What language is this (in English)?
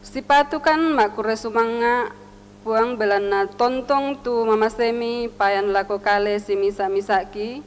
Toraja-Sa'dan